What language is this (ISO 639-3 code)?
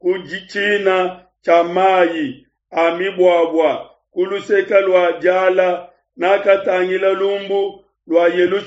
lua